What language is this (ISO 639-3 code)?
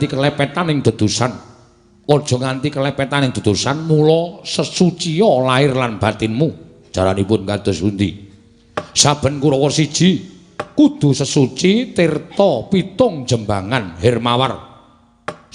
jav